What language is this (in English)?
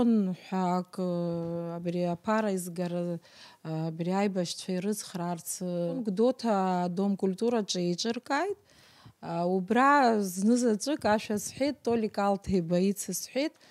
Abkhazian